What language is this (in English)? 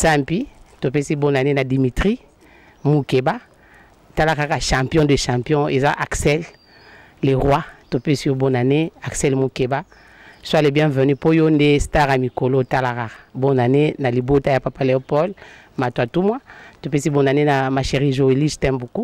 Lingala